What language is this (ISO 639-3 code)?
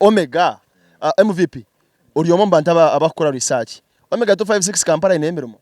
nyn